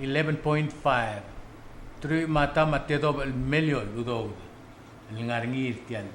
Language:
Palauan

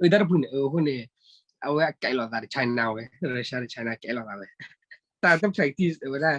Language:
S'gaw Karen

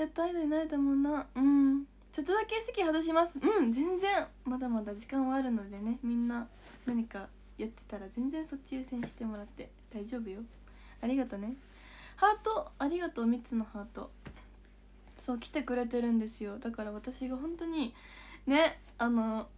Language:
Japanese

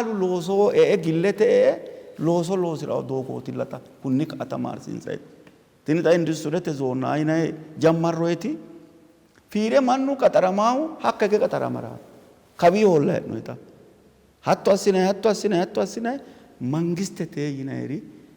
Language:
Sidamo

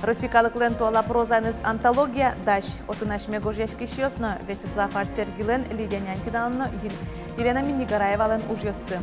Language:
Udmurt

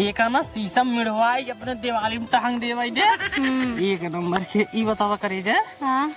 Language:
Awadhi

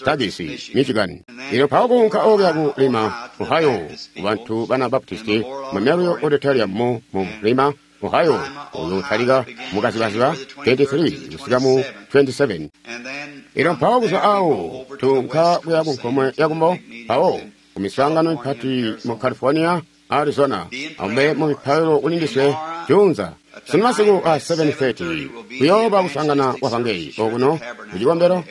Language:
Tonga (Zambia)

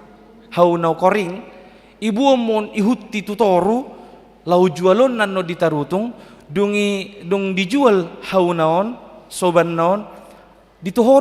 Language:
Batak Toba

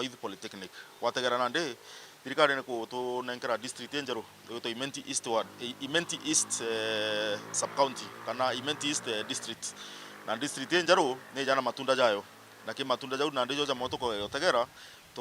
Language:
Meru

